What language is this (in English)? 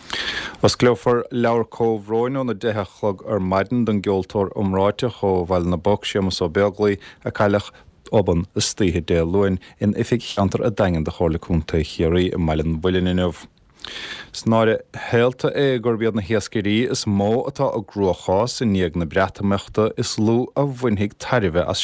Irish